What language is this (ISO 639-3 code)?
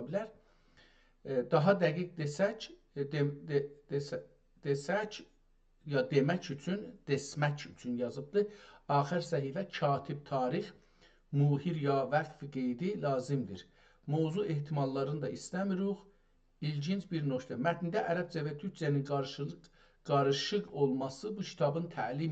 azb